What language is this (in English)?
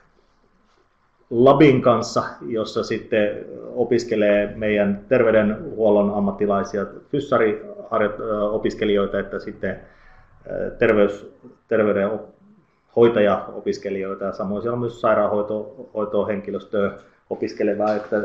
Finnish